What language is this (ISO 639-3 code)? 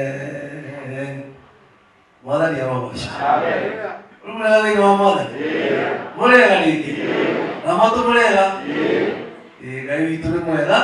kik